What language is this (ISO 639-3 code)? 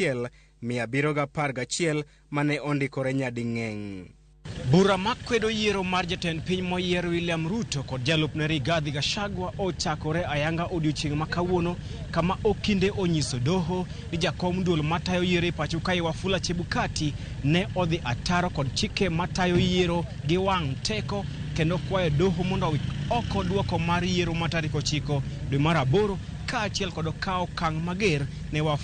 luo